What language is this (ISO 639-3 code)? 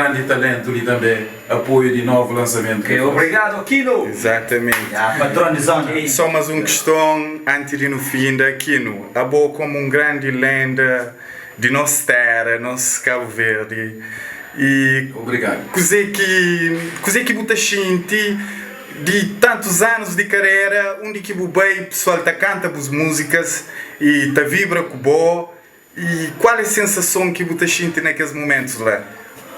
kea